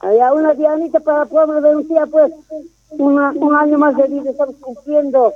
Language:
South Bolivian Quechua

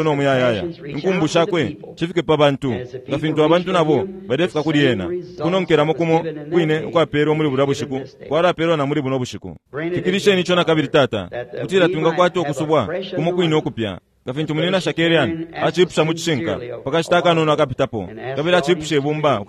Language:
Bemba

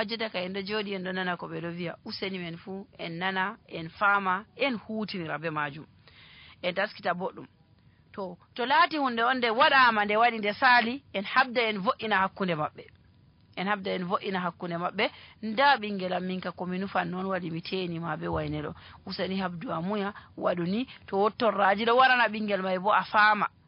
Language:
Fula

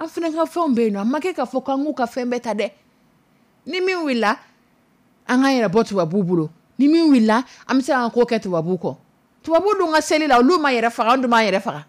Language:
Dyula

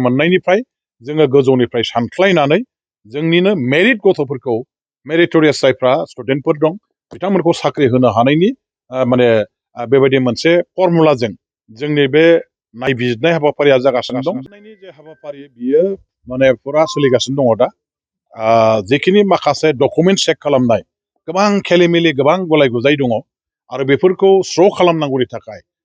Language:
Bodo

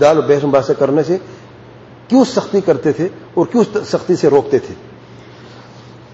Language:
Urdu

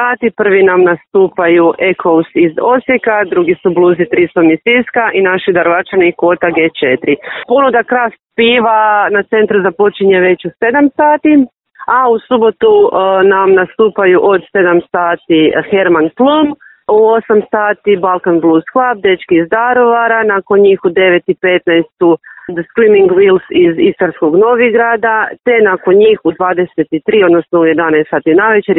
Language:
Croatian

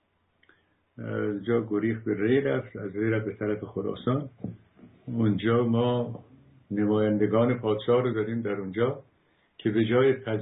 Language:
Persian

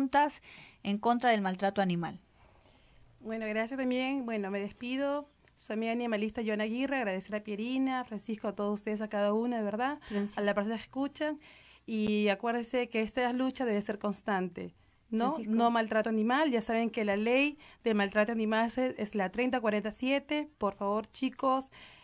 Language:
Spanish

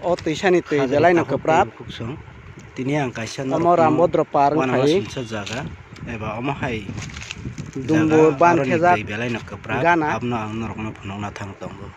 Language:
Kok Borok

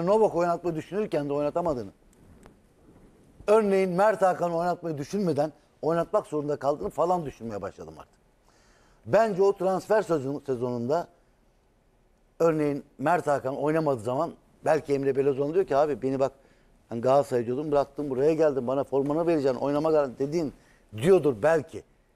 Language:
Turkish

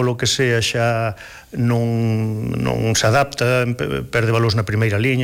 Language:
Galician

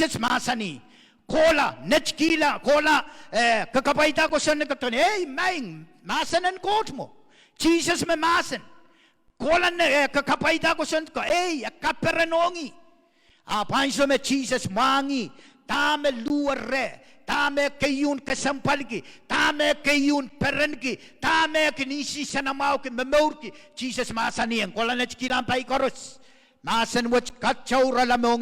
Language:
Pohnpeian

